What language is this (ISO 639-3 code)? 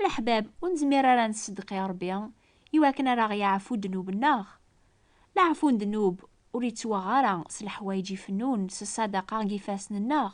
kab